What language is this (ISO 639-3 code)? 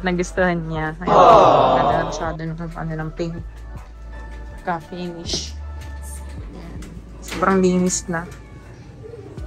fil